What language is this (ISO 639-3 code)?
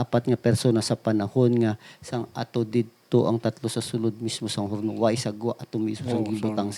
hil